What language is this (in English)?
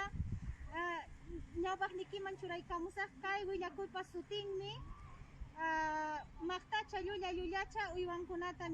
Quechua